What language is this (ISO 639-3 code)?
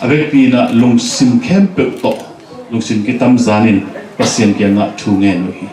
ctd